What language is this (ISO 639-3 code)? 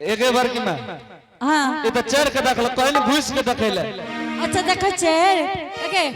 anp